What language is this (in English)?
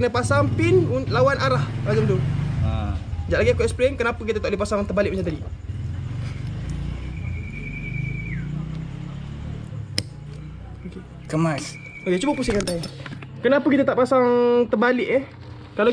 Malay